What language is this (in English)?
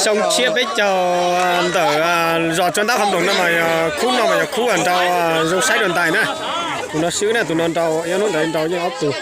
Hmong